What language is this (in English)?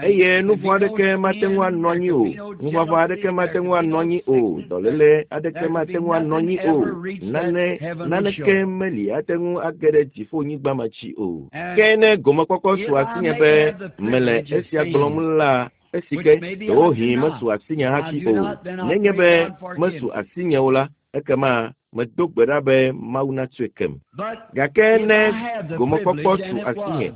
Ewe